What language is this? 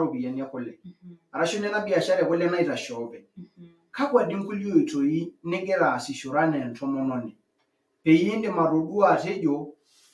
Masai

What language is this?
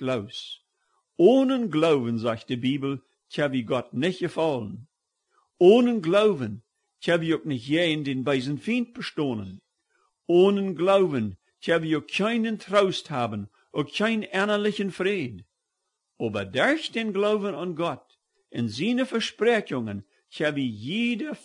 Plautdietsch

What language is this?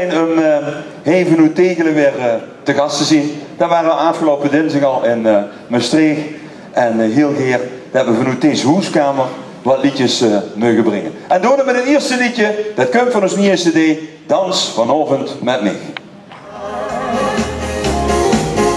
Dutch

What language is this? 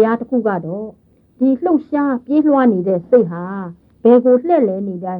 Burmese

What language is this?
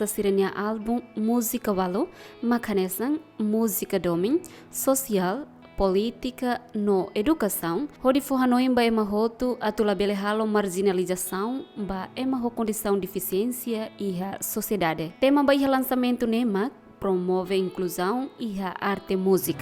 Tetum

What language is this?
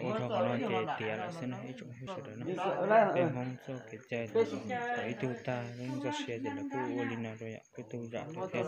Hmong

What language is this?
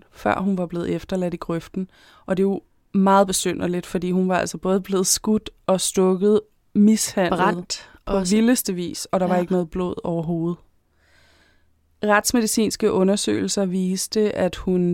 Danish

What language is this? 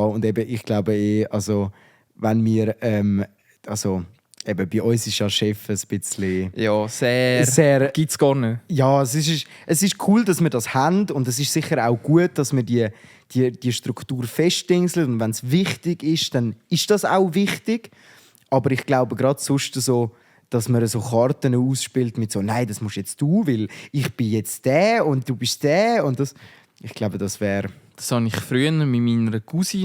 Swiss German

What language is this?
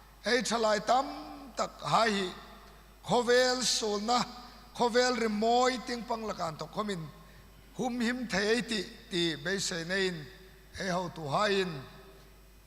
Hmar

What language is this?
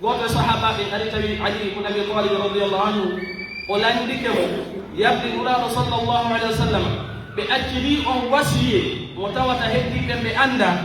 Pular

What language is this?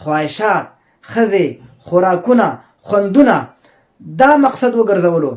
Pashto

